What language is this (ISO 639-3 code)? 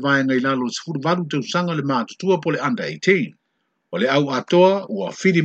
smo